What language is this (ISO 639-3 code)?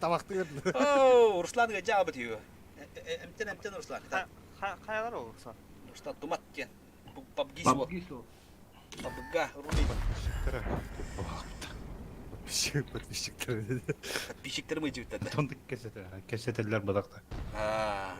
sah